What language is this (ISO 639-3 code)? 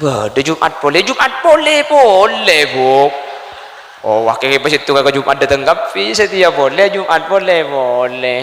mad